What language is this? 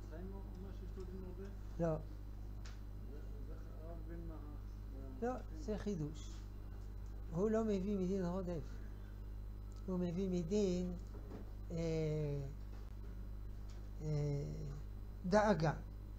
Hebrew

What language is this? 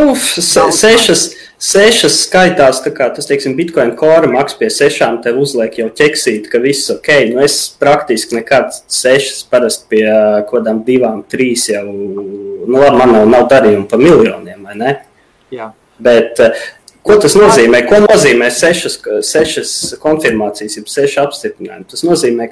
Latvian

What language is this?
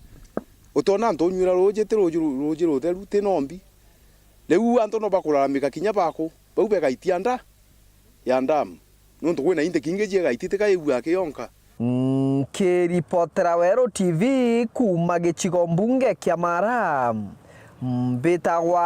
Meru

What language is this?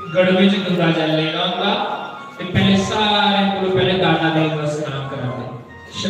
Dogri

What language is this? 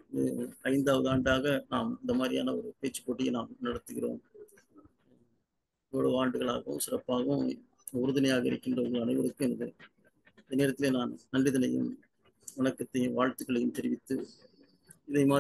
Tamil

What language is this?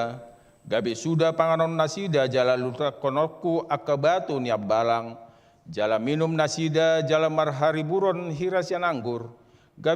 Batak Toba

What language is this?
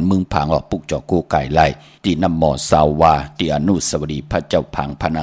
Shan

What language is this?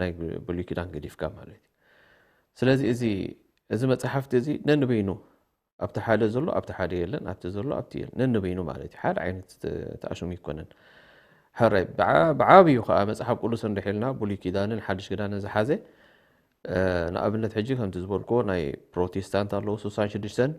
Tigrinya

